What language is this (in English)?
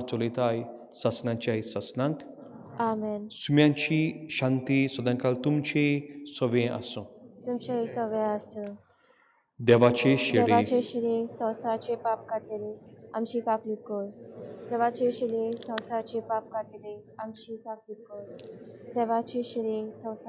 Konkani